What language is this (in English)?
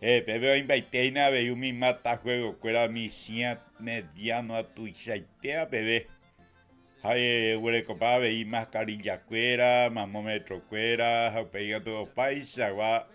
Guarani